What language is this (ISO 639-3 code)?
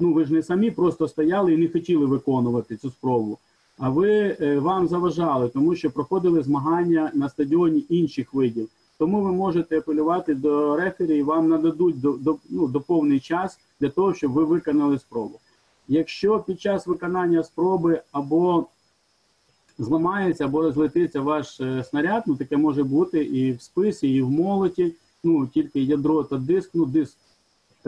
ukr